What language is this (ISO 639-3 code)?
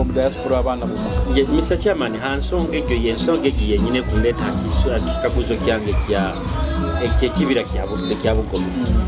nyo